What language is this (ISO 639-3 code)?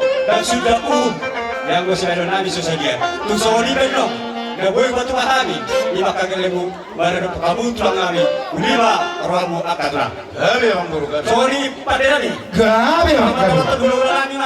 bbc